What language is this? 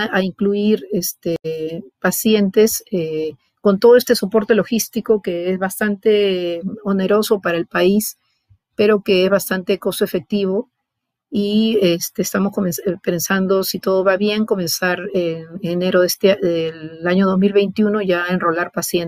Spanish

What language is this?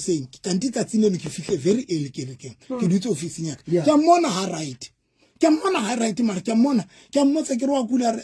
Southern Sotho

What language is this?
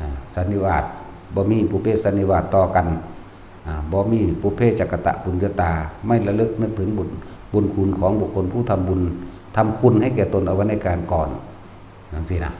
Northeastern Thai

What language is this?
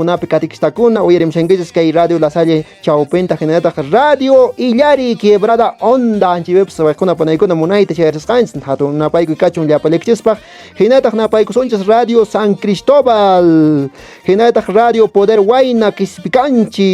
Quechua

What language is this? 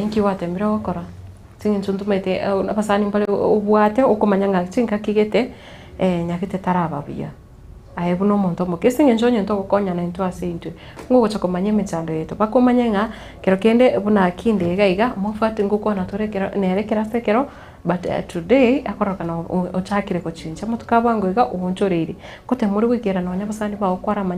Gusii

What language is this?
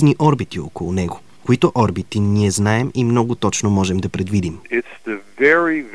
Bulgarian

